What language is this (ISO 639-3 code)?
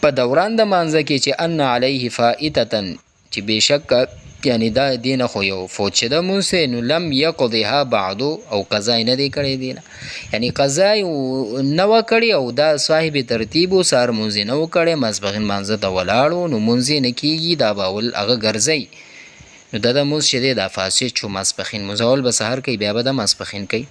pus